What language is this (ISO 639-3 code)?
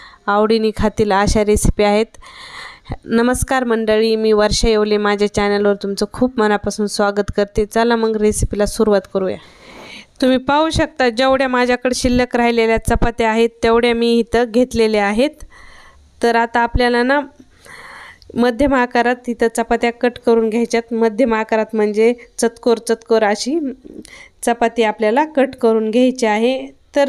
mar